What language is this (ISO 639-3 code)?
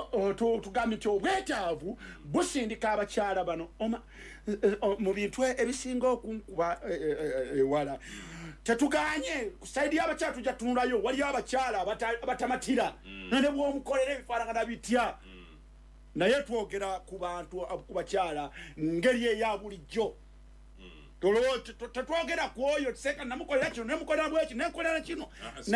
lug